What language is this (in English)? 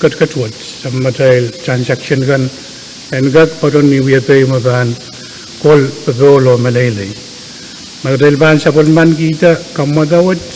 Pohnpeian